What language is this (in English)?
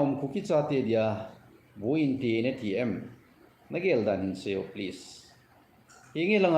Thado Chin